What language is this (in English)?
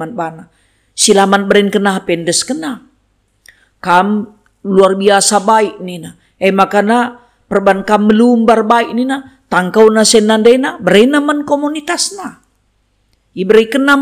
Batak Karo